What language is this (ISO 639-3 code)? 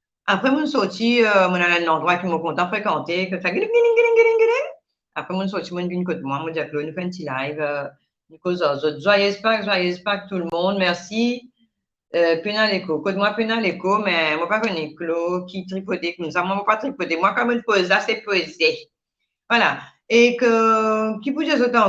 mfe